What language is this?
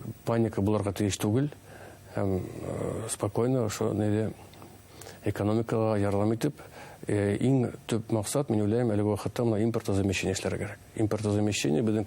Bashkir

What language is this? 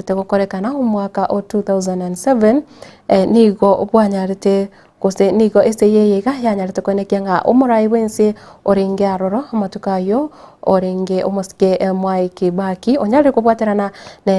Gusii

